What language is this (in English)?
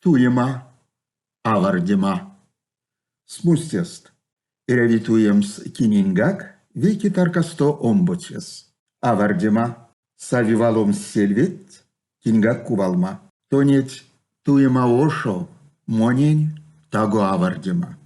Erzya